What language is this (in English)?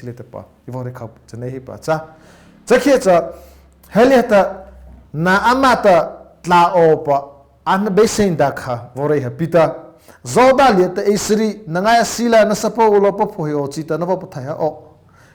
Mara Chin